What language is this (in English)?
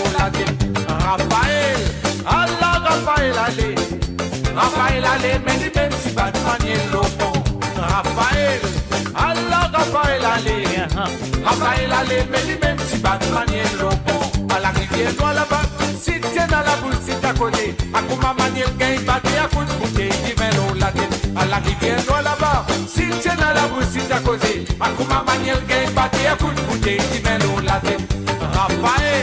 Morisyen